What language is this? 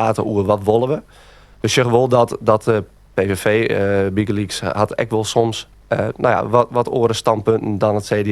Western Frisian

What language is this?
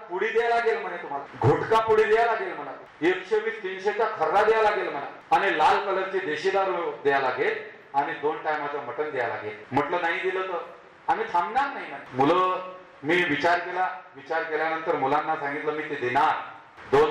Marathi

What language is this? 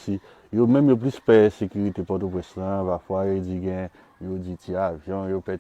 Haitian Creole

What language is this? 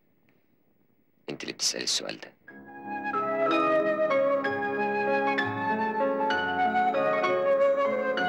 Egyptian Arabic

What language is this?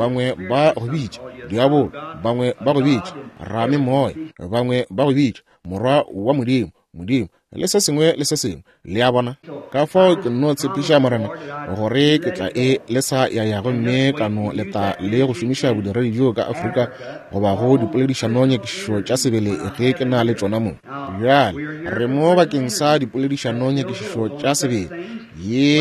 Northern Sotho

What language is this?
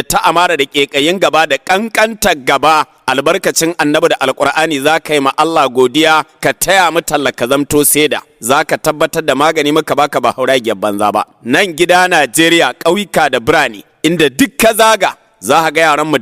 Hausa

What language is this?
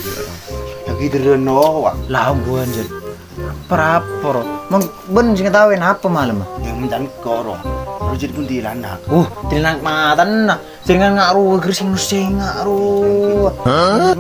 Madurese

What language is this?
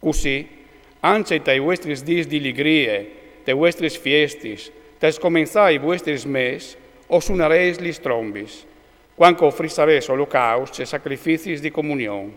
Friulian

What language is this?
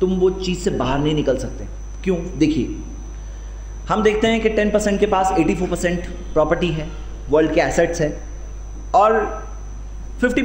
Urdu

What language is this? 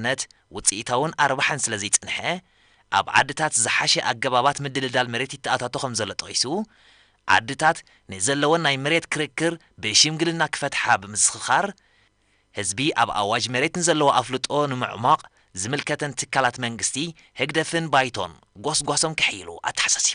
Tigrinya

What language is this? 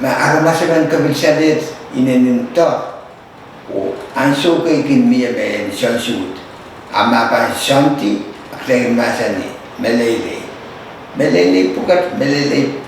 Pohnpeian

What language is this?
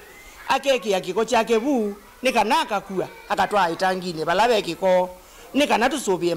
Kamba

